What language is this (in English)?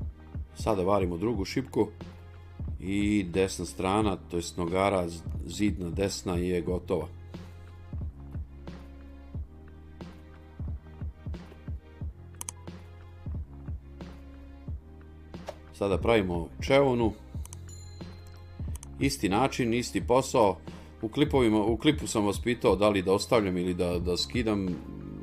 Serbian